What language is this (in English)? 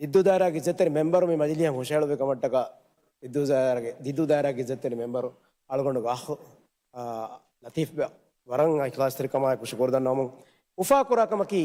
Divehi